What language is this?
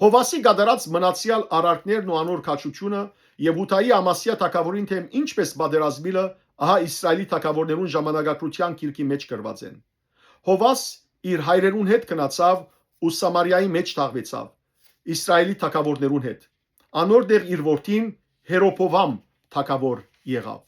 Western Armenian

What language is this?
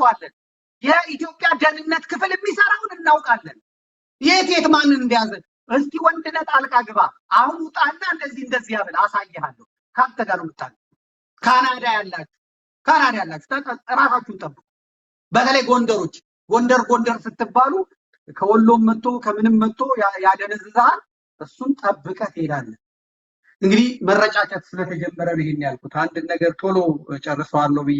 Amharic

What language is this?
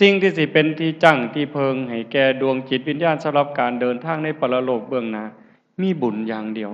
Lao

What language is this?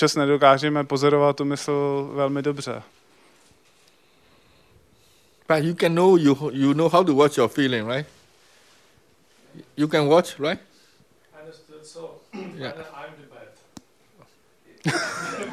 Czech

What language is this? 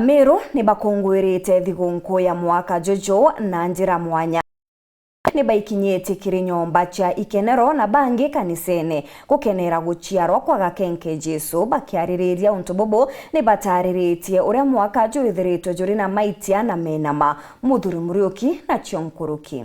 Meru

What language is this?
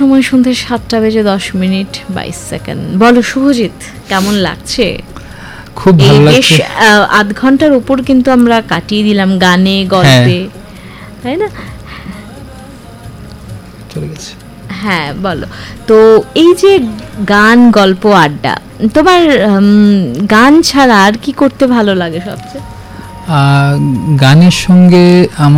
Bangla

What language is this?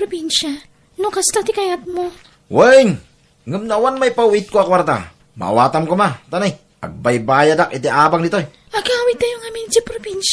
Iloko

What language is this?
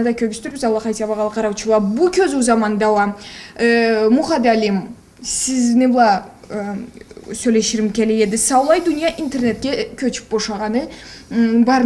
Karachay-Balkar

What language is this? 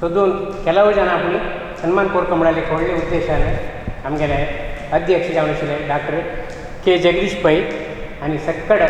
Konkani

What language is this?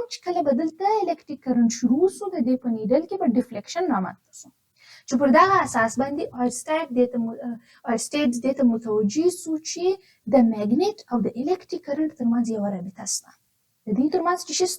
Pashto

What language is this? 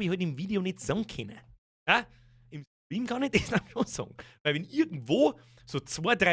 Bavarian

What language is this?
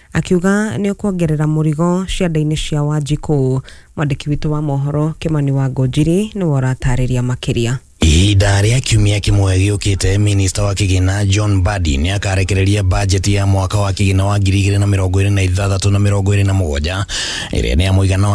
Kikuyu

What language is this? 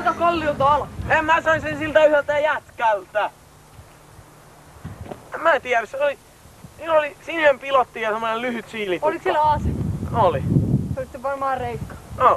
Finnish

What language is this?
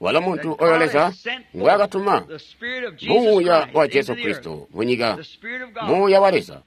Tonga (Zambia)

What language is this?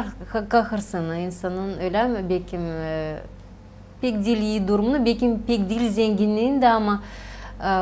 Gagauz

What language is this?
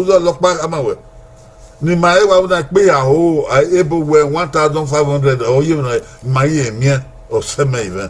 Bini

